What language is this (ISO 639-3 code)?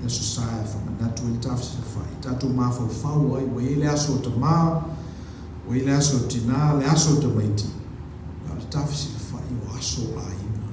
smo